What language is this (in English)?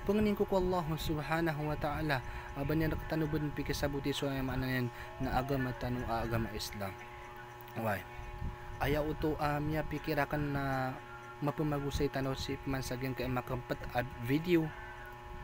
Maranao